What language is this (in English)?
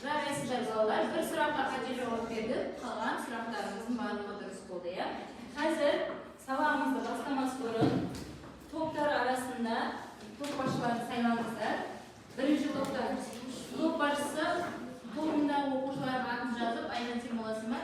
Kazakh